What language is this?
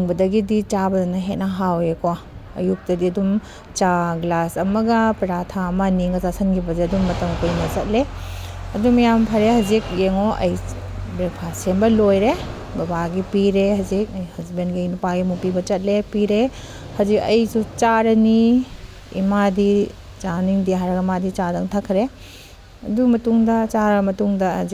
Manipuri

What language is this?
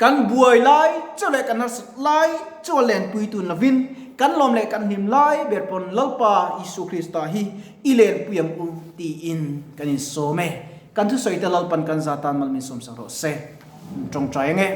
Mizo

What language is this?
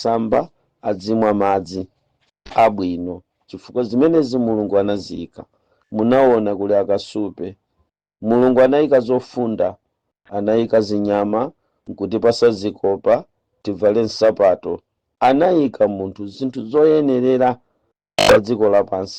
Nyanja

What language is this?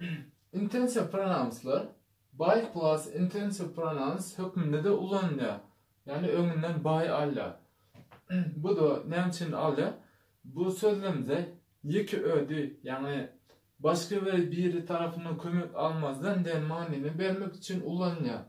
Turkmen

